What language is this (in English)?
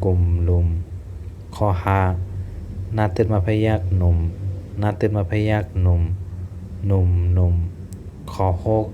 Shan